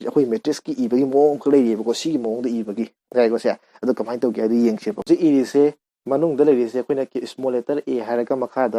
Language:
Manipuri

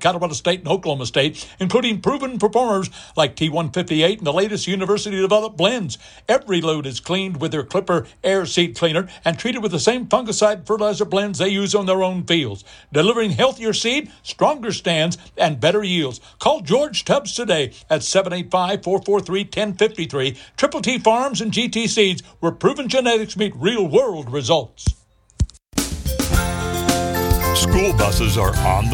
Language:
English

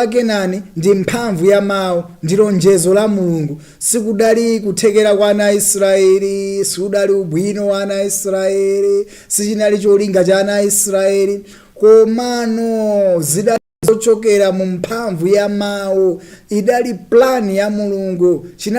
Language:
Nyanja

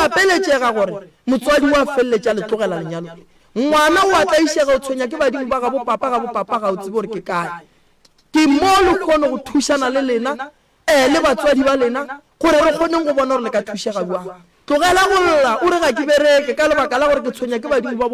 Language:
Northern Sotho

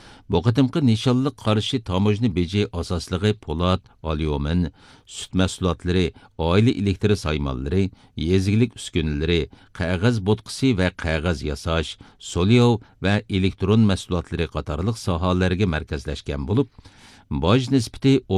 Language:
Uyghur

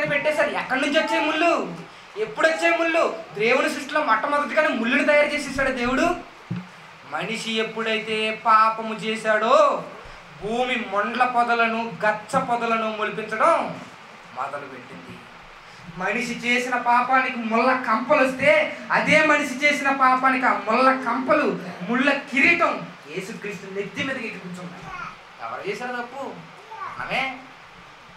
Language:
Telugu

